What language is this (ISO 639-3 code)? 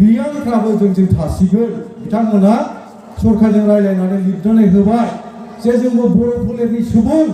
brx